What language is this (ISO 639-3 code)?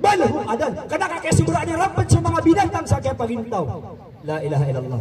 mrw